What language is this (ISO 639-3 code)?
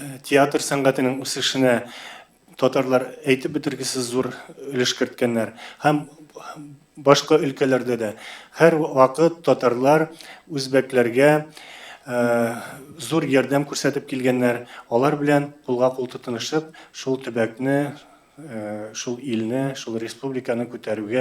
tat